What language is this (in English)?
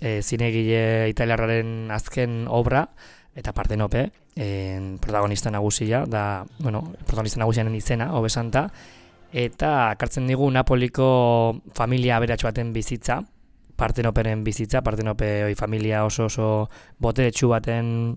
Basque